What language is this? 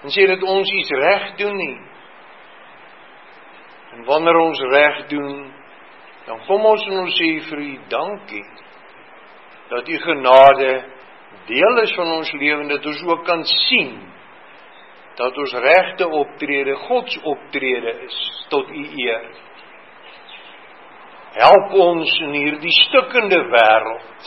Afrikaans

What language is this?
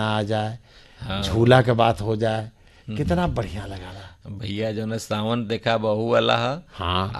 Bhojpuri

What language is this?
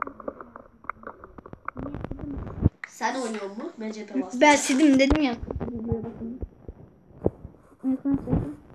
Turkish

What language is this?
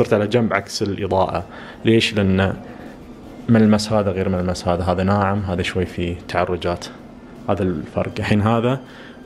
Najdi Arabic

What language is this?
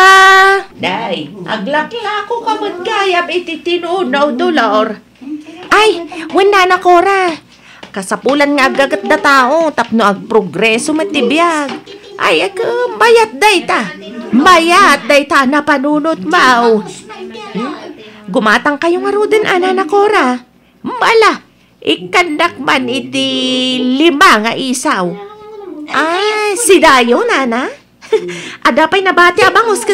Iloko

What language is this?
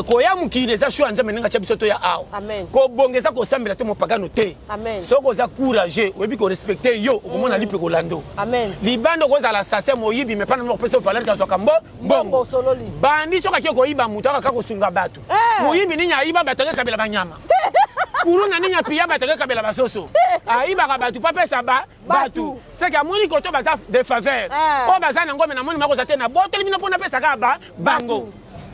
Lingala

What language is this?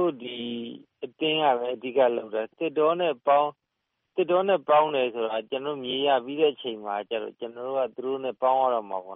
Burmese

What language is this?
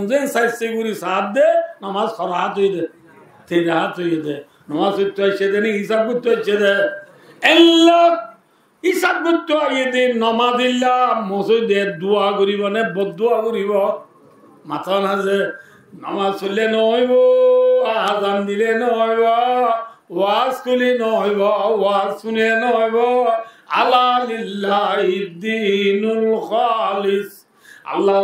Rohingya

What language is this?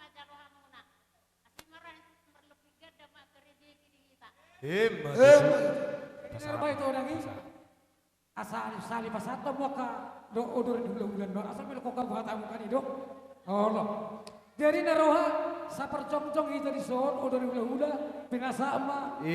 Batak Toba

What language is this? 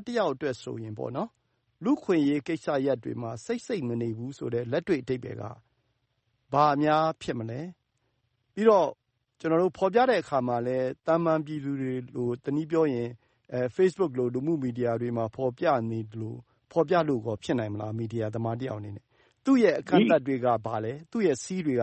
Burmese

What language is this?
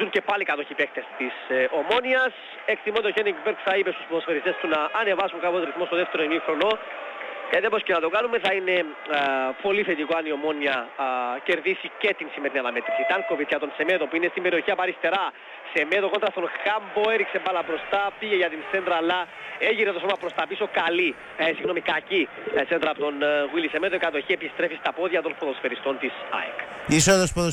Greek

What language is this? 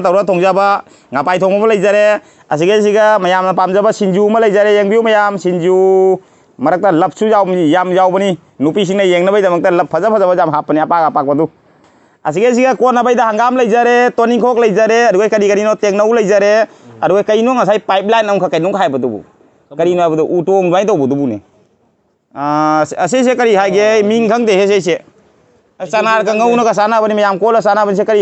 Manipuri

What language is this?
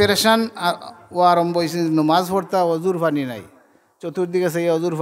Sylheti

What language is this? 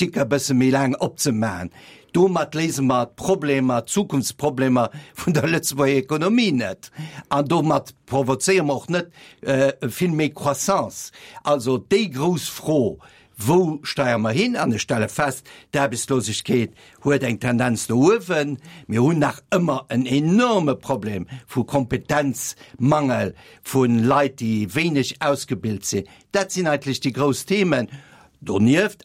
Luxembourgish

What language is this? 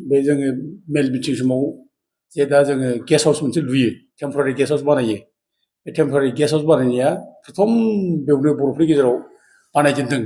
Bodo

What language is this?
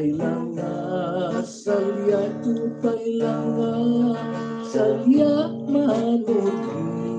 Hiligaynon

